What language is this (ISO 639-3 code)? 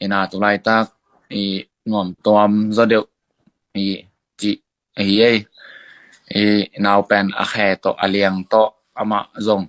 ctd